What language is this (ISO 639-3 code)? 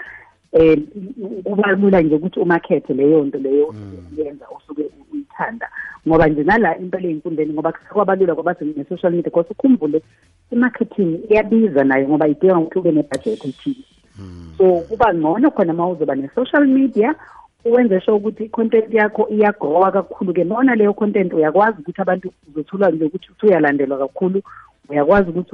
nbl